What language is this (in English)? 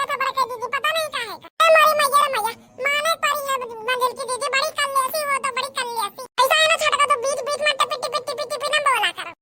Awadhi